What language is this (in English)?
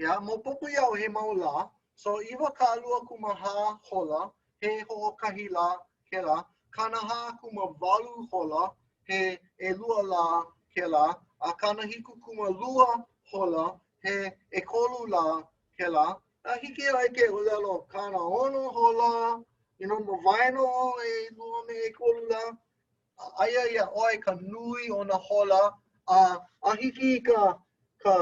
Hawaiian